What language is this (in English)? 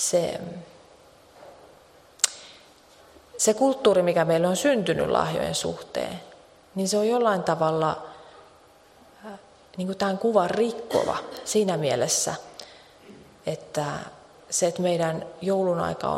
Finnish